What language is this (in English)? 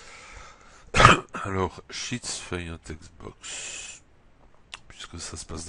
French